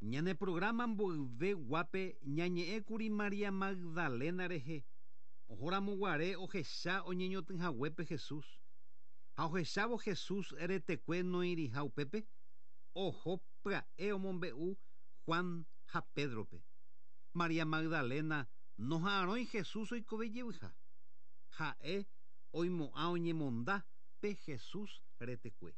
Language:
Guarani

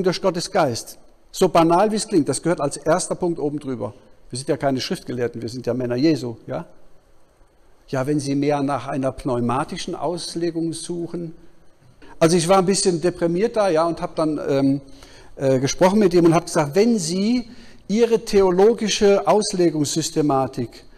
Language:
German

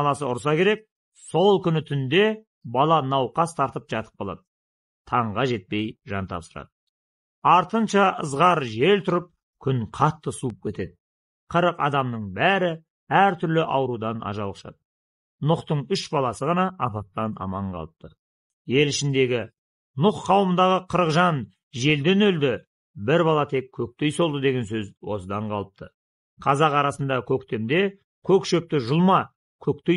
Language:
Kazakh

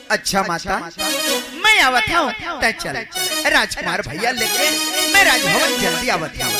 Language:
Chhattisgarhi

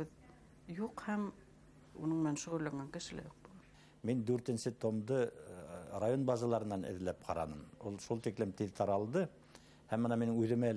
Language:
Bashkir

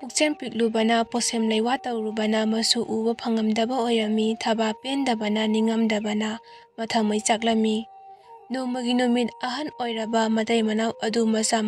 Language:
Manipuri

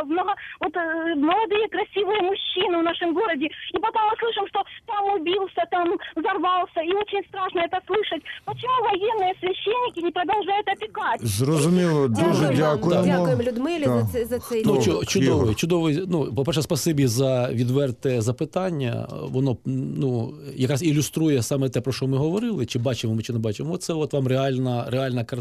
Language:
Ukrainian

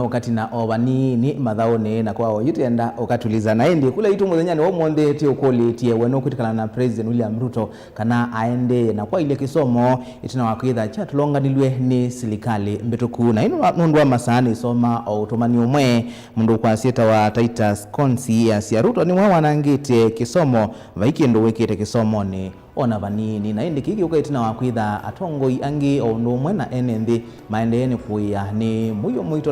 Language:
Kamba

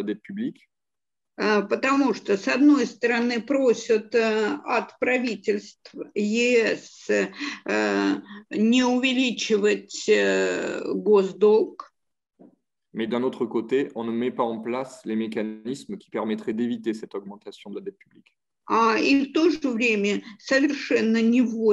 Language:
Russian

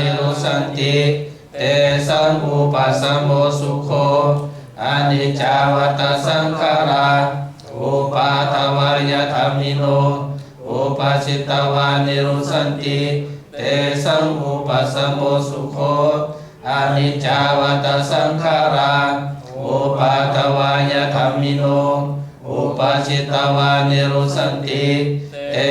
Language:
Pali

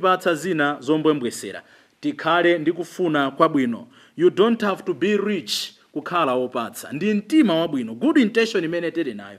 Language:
Nyanja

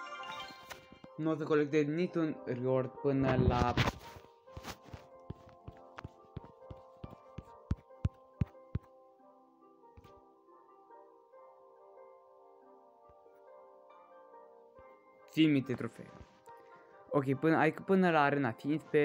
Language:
Romanian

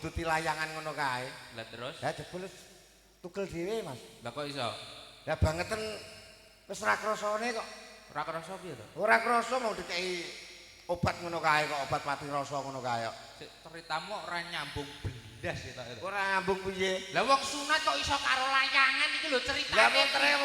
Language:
Javanese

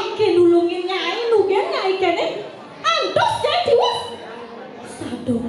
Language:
Balinese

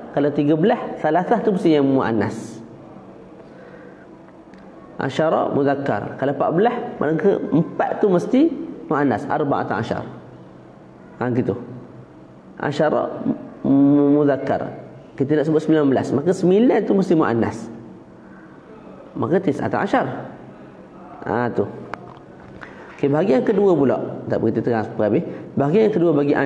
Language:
Malay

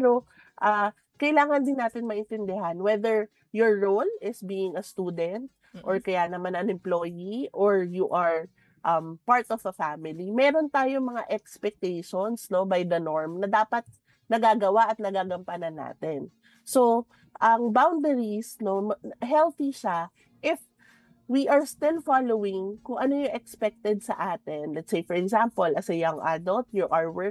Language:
Filipino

